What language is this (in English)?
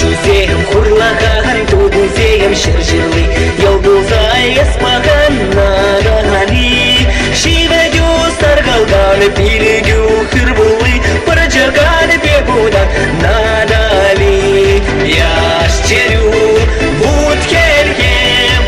Chuvash